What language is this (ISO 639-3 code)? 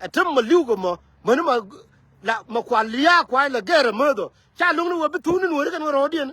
nus